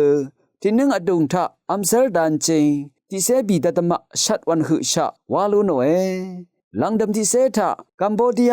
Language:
Rawang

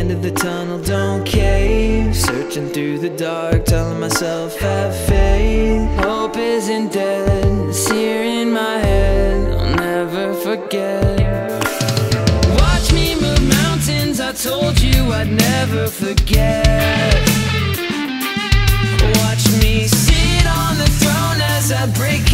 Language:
English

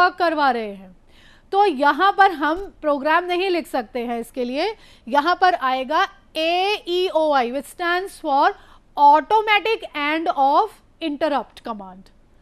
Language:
Hindi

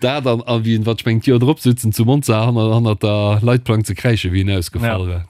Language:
Luxembourgish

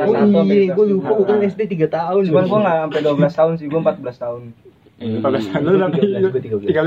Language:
Indonesian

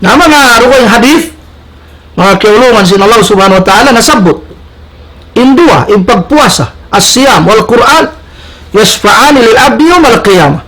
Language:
Tausug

